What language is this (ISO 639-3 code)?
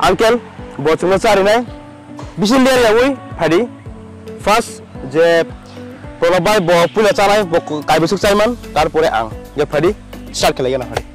trp